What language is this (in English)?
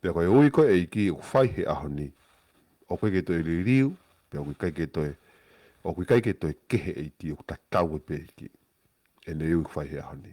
Tongan